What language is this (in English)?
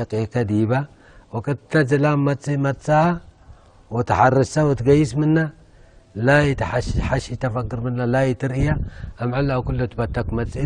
Tigre